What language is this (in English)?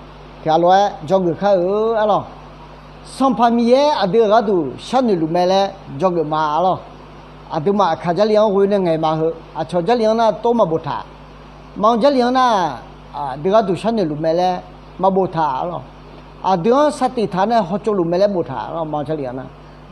Akha